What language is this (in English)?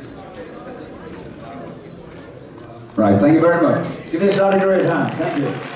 English